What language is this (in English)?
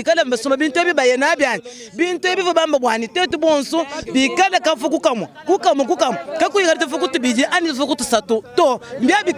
Luba-Lulua